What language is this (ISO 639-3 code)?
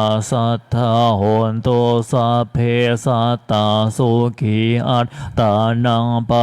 pli